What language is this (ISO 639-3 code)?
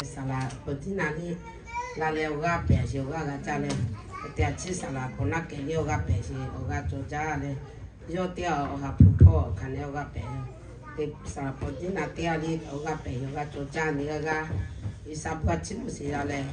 lhu